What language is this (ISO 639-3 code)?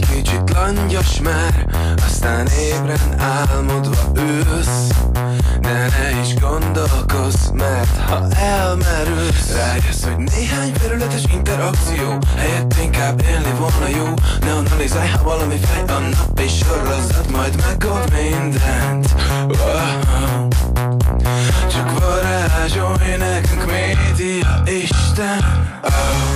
hun